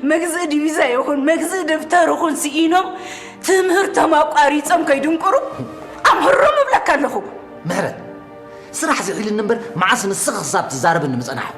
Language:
Tigrinya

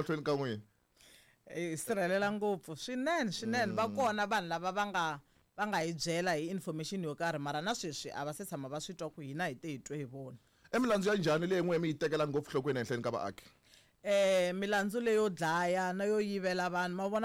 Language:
Tsonga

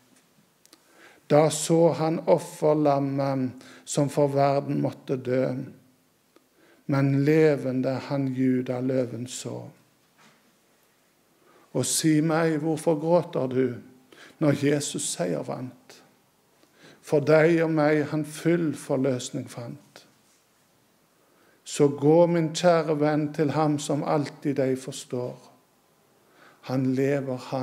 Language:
Norwegian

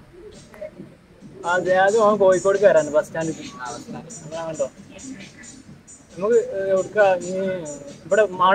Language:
Malayalam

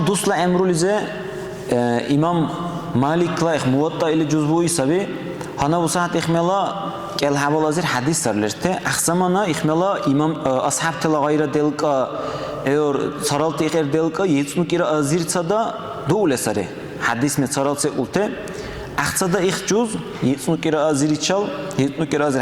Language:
Dargwa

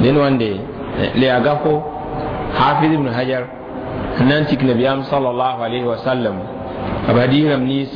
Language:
Mossi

